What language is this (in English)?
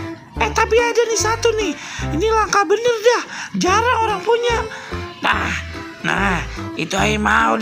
Betawi